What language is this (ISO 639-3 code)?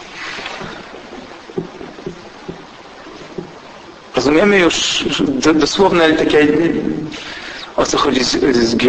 pol